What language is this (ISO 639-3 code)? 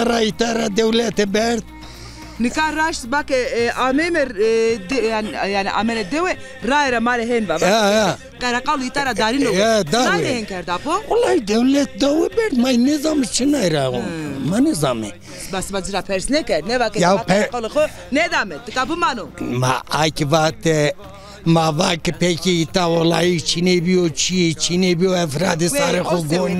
zza